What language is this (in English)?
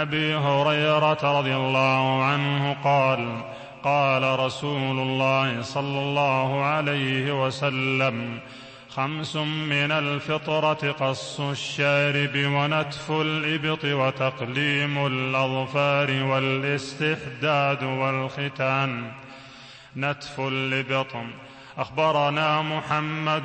Arabic